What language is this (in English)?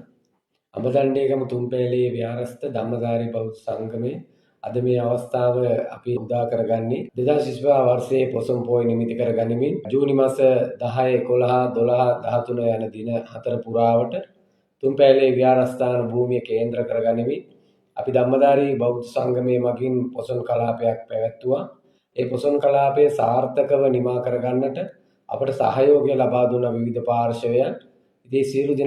Sinhala